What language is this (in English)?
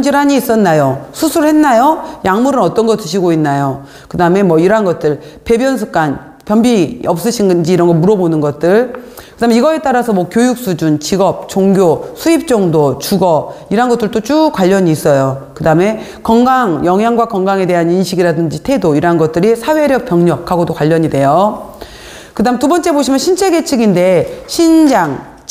Korean